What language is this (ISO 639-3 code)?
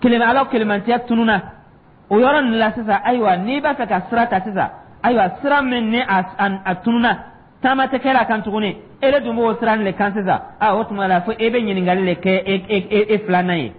dyu